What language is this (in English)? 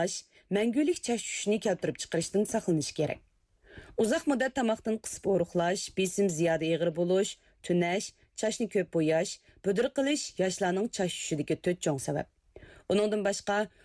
Uyghur